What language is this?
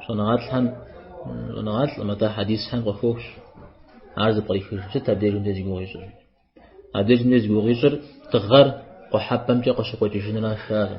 Kabardian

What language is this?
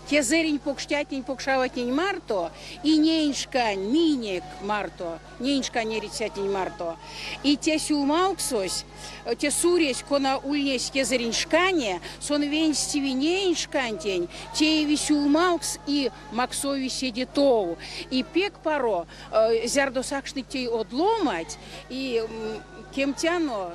Erzya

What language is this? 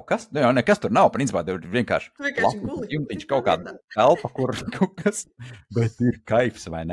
Latvian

